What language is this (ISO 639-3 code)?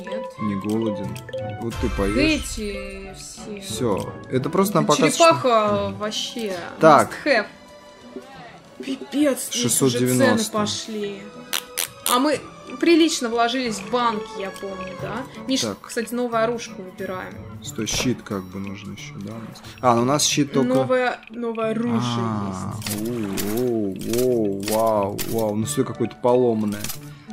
rus